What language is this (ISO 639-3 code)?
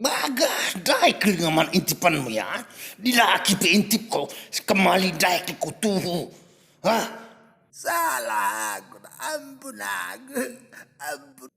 btx